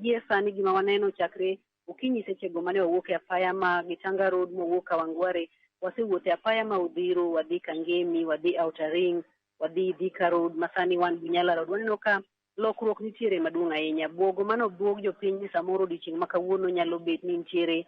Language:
Luo (Kenya and Tanzania)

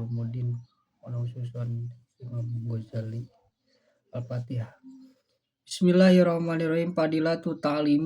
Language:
Sundanese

